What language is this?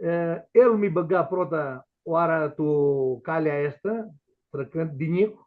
Aromanian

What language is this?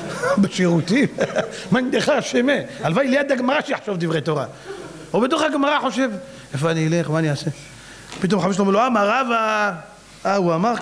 Hebrew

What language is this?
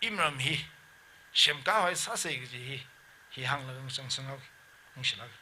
Tangkhul Naga (India)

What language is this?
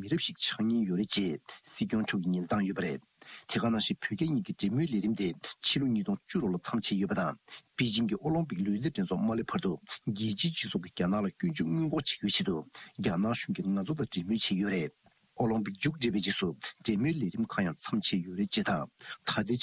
Tibetan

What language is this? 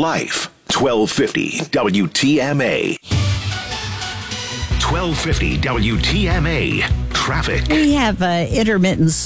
English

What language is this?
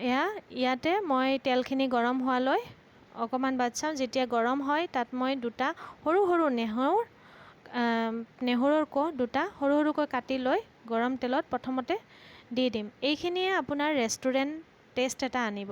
Assamese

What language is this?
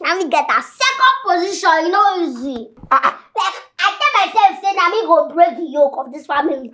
Nigerian Pidgin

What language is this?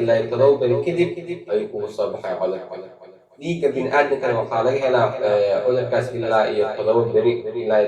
Somali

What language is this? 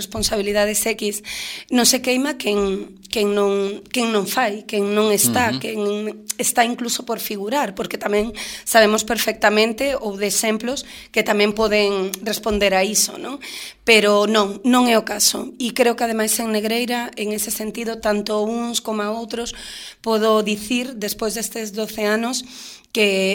Galician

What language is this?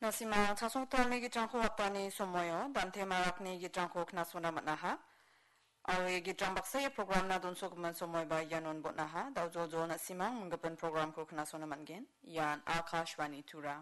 Garo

